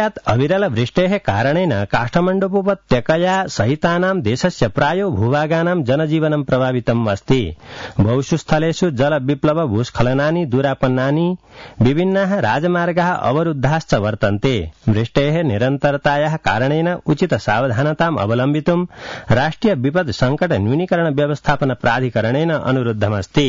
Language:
Sanskrit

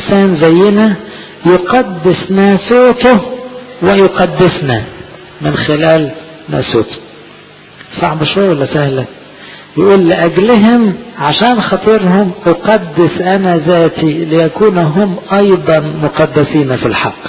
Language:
Egyptian Arabic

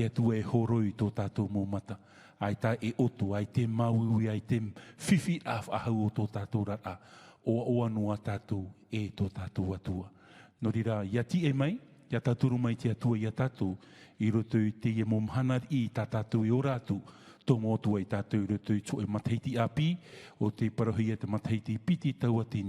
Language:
Tahitian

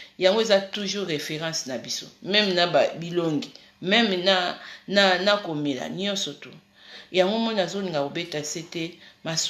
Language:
Lingala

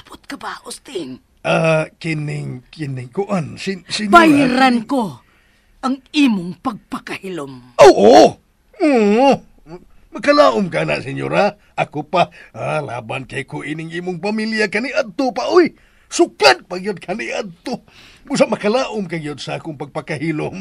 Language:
Cebuano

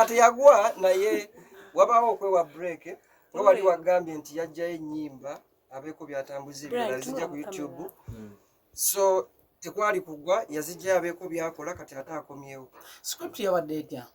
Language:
Ganda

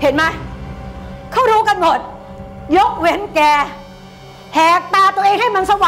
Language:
Thai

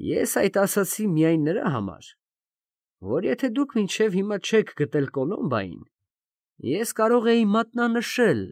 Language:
Armenian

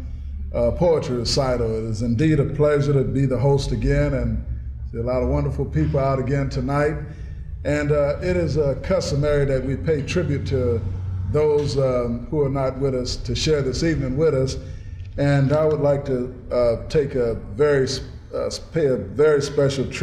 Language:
English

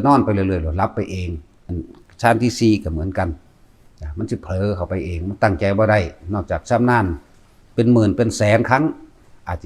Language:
Northeastern Thai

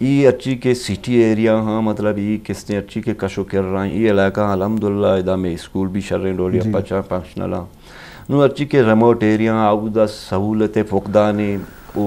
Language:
Eastern Balochi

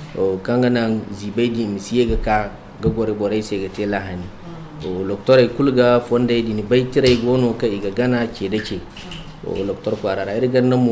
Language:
Zarma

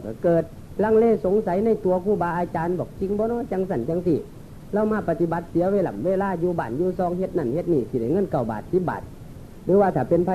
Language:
Northeastern Thai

